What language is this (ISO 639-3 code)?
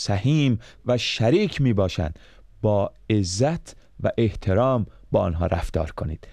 fas